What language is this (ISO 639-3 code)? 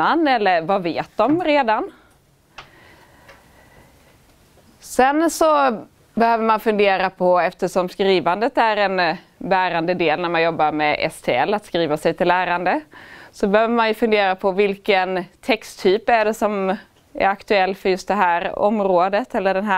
swe